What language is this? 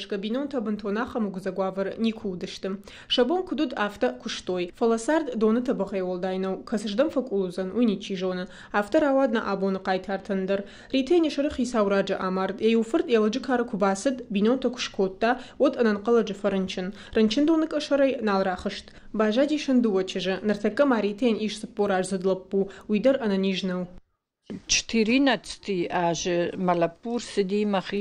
Ossetic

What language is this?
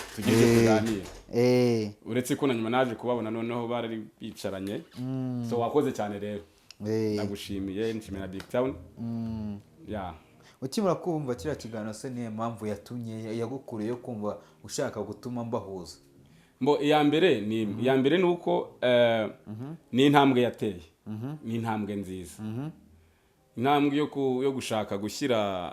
Kinyarwanda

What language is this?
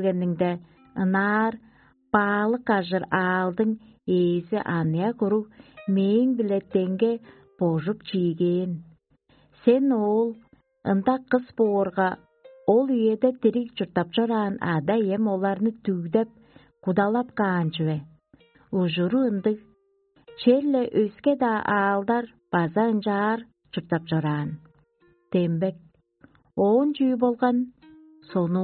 Tuvinian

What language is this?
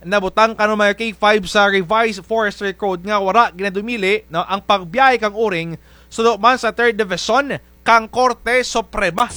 Kinaray-a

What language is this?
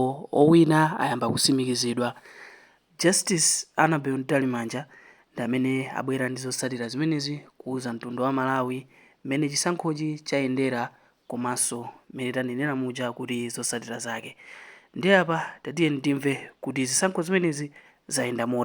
Nyanja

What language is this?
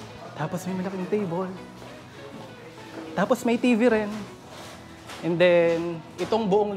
Filipino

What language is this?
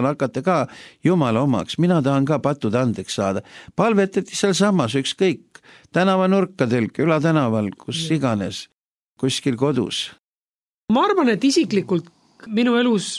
Estonian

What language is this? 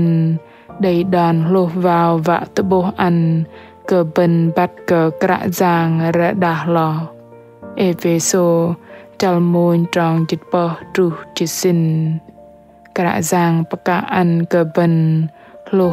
Bahnar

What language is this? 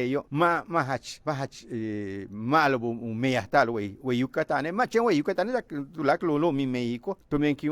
Yucateco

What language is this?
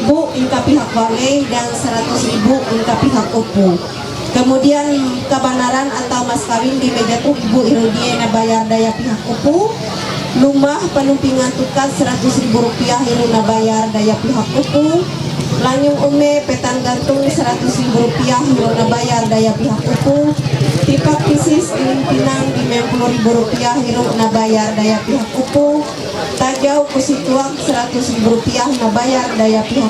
Ma'anyan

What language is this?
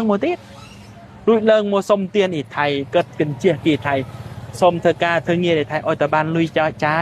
Khmer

